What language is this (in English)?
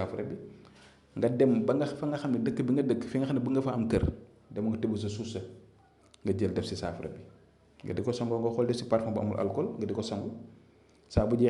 Wolof